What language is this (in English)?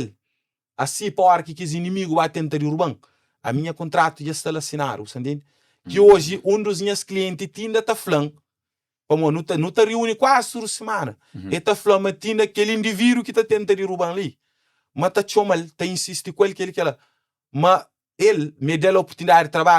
Kabuverdianu